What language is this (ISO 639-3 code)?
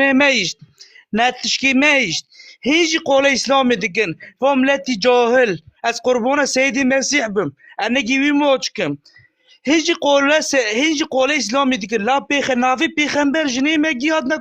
kur